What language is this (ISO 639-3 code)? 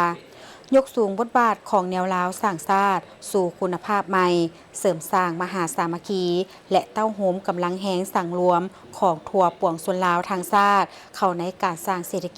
lao